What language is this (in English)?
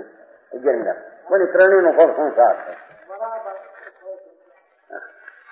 Gujarati